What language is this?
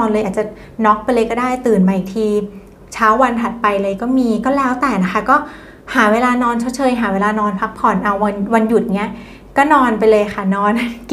Thai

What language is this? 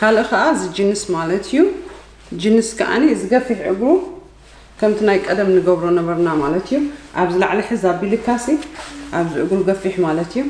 Tigrinya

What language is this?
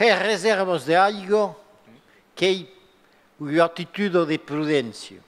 Occitan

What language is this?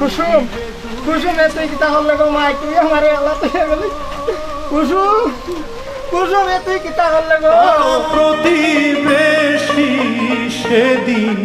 Sylheti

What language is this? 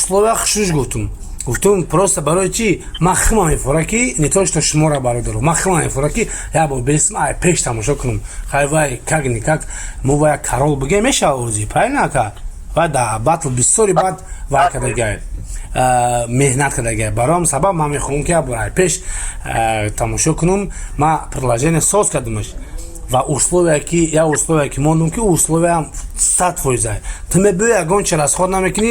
Tajik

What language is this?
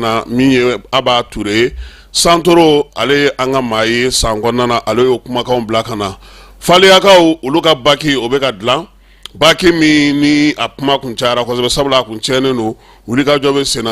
Bambara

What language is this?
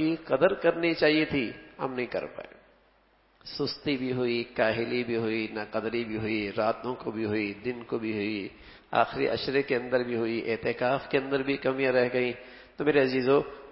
Urdu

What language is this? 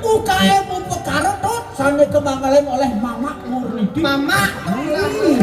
Balinese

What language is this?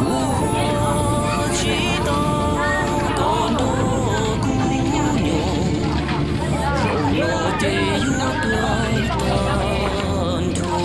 Hmong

